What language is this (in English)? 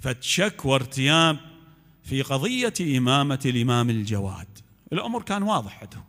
Mesopotamian Arabic